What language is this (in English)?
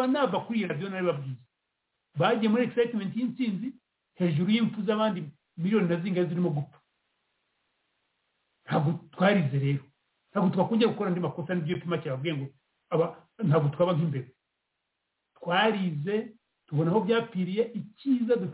Kinyarwanda